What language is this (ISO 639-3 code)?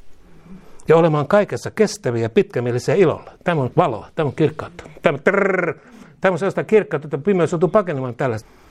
fin